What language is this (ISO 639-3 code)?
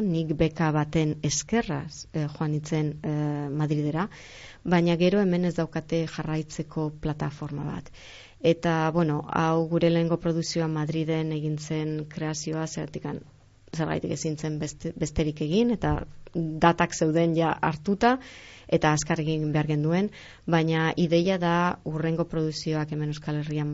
eus